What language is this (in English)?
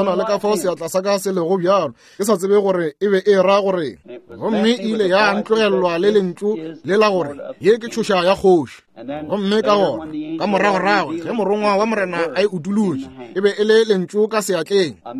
Northern Sotho